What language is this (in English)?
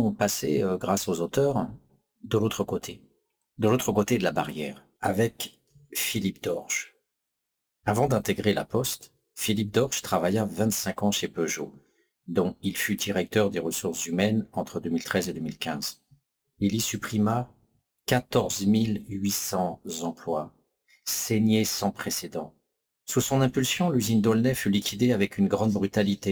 French